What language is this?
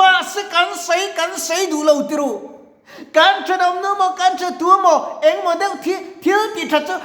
Mizo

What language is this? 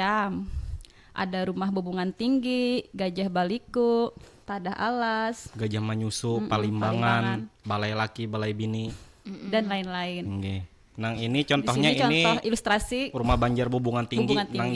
Banjar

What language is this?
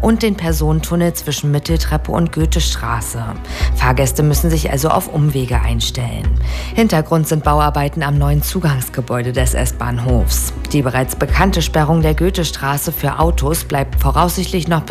German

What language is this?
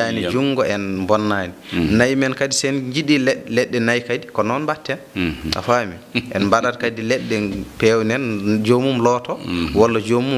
Fula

